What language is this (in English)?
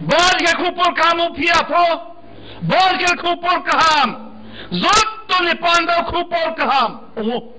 Riang (India)